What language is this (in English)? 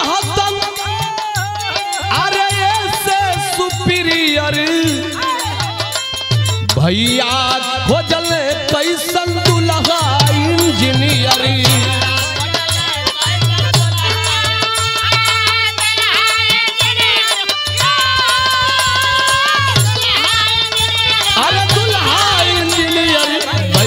Bhojpuri